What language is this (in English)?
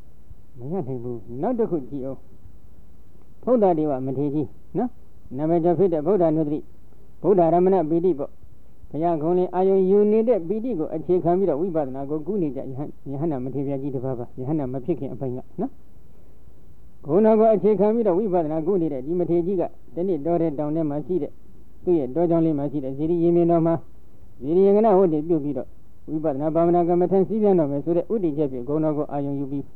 Burmese